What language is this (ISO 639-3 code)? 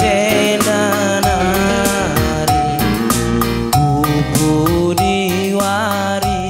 btx